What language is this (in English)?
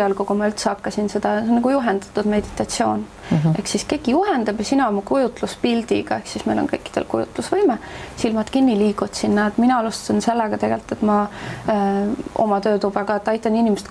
Estonian